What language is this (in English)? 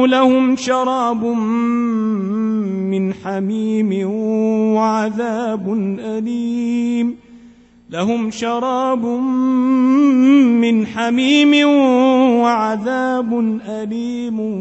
Arabic